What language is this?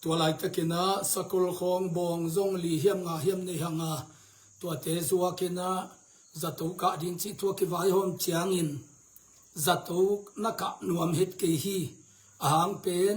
Tedim Chin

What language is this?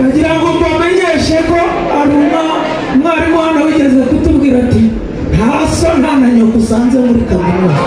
Kinyarwanda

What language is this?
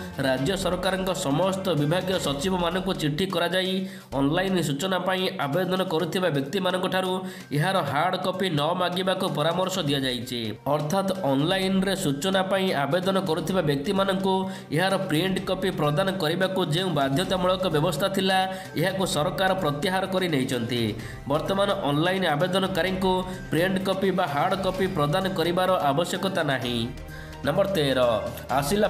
Odia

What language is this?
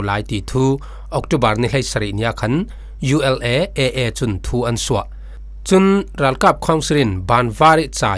Falam Chin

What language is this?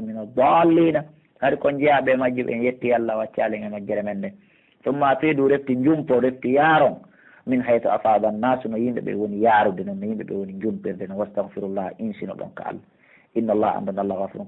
Pular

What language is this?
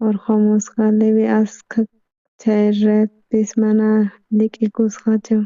South Bolivian Quechua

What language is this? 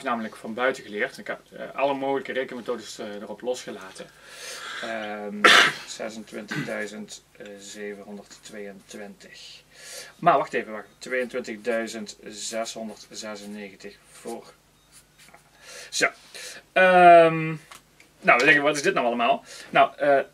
Dutch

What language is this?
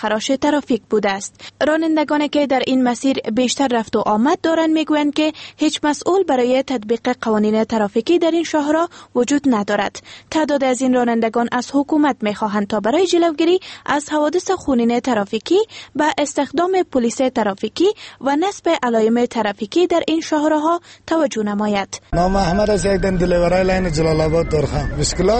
Persian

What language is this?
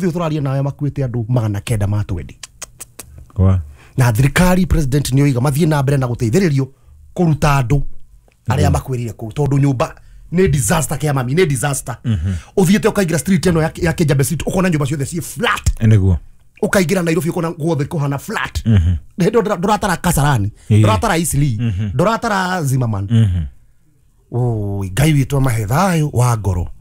Kikuyu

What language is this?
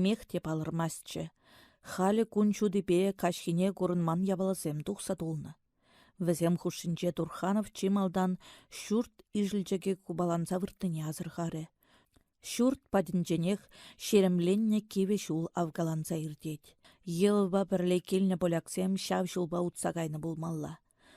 Chuvash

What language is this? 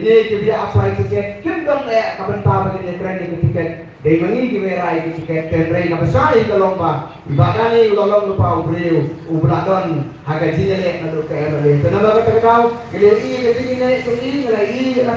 Khasi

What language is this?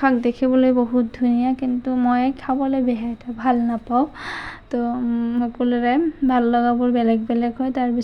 Assamese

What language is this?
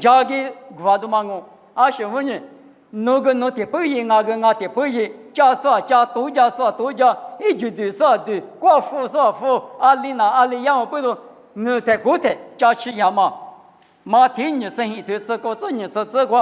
Lisu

